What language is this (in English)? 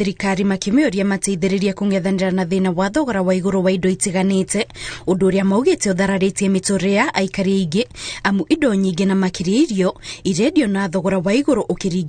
Kikuyu